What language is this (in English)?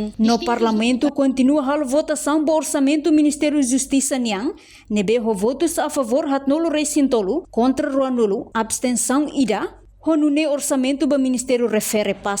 Tetum